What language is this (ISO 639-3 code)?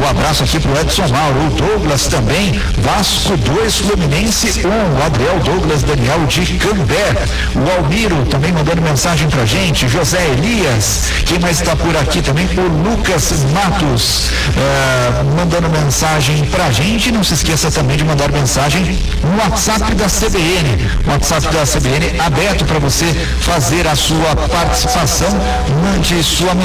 por